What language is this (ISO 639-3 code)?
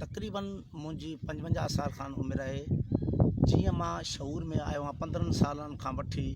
snd